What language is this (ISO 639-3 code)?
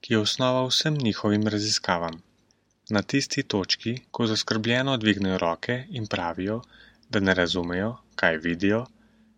slv